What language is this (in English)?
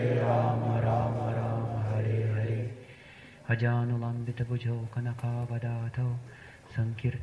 Russian